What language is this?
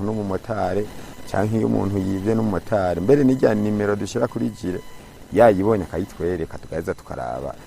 Rundi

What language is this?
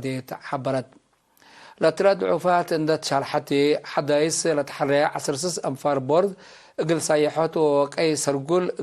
Tigre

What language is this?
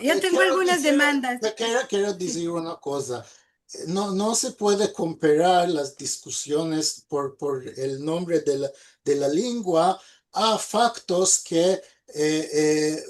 Ladino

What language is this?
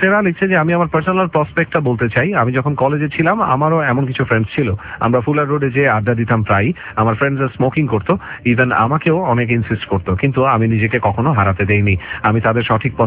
Bangla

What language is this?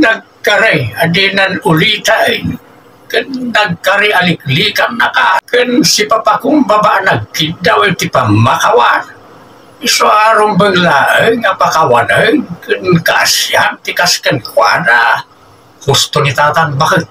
Iloko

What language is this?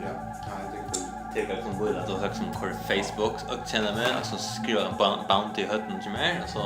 Faroese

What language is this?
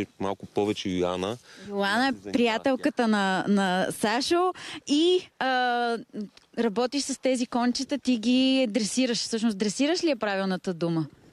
Bulgarian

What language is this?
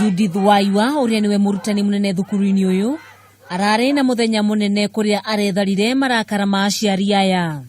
Kikuyu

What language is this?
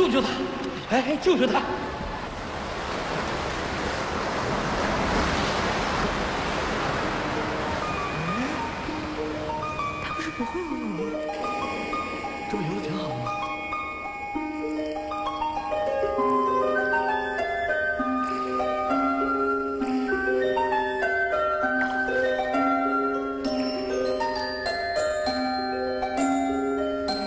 Chinese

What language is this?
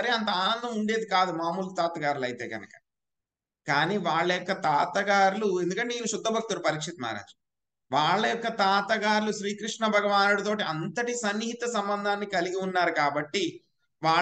Telugu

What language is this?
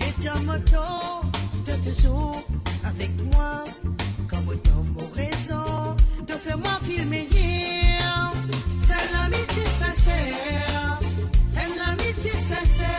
Morisyen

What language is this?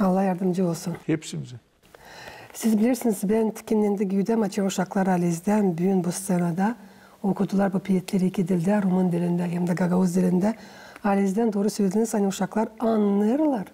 Gagauz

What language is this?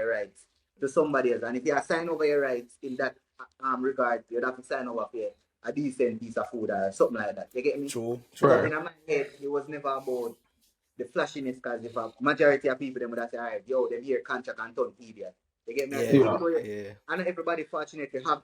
Jamaican Creole English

